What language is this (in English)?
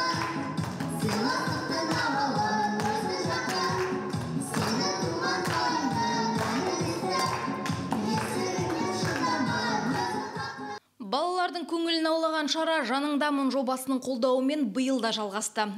Kazakh